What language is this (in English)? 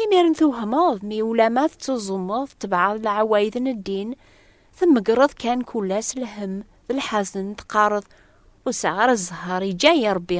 Kabyle